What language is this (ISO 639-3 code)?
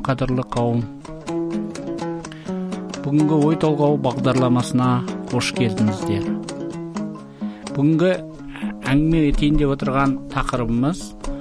kaz